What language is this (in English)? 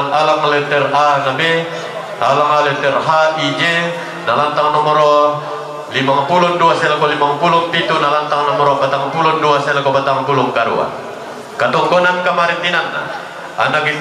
Toraja-Sa'dan